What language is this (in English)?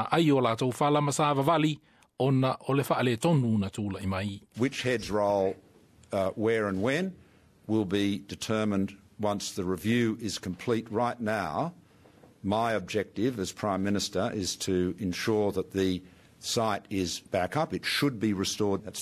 Samoan